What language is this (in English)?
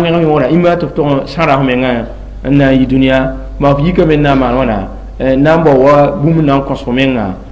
Mossi